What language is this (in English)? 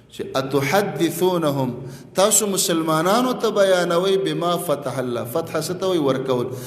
Pashto